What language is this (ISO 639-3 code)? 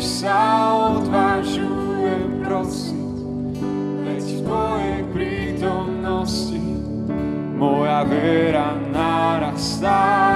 slk